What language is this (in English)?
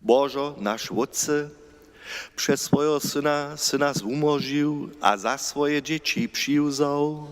Upper Sorbian